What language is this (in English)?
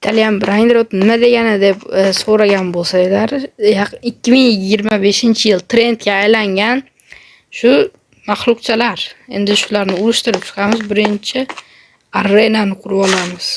Uzbek